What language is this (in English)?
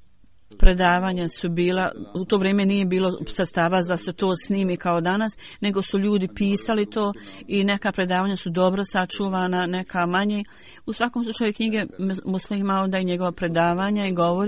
Bosnian